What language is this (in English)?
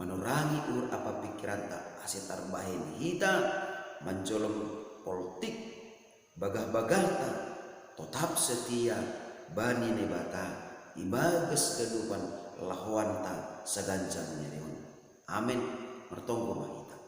Batak Simalungun